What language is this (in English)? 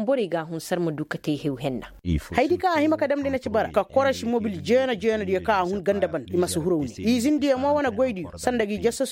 Koyraboro Senni